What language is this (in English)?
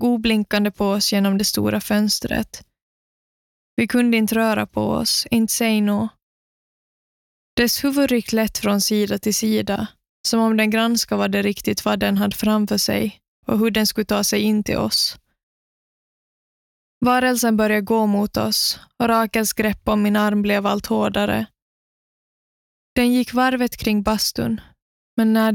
Swedish